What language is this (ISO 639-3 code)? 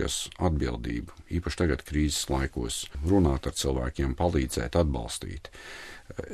lav